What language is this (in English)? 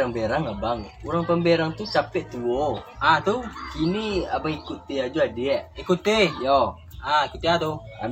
Minangkabau